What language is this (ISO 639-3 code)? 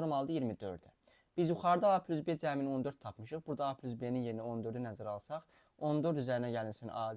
aze